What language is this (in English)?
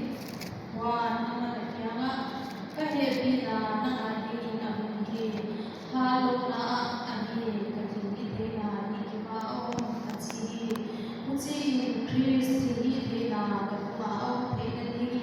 Paite Chin